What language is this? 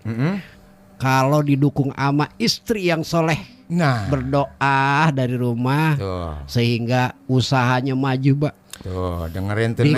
Betawi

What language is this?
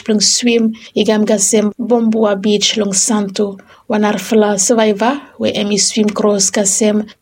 Bislama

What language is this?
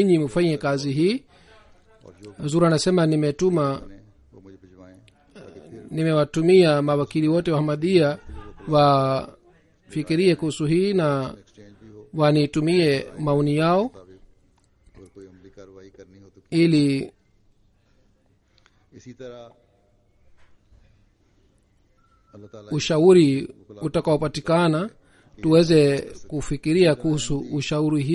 Swahili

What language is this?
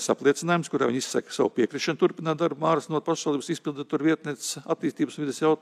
Latvian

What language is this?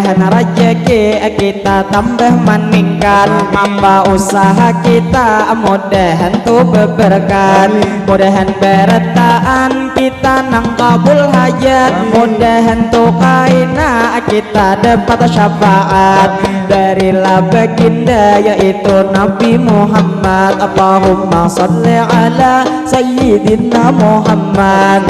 Banjar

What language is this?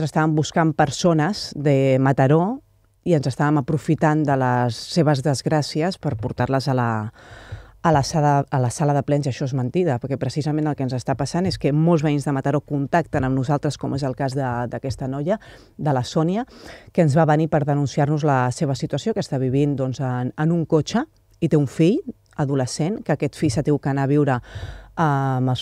Catalan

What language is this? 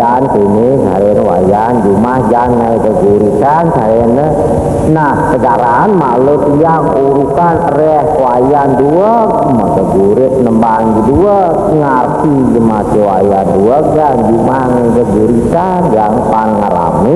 Balinese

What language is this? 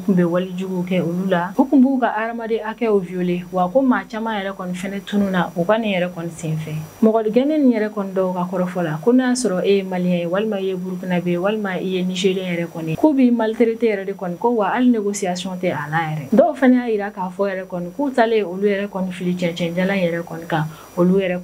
Bambara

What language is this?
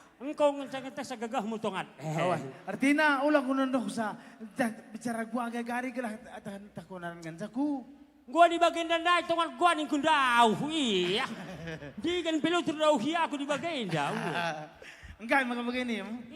Batak Karo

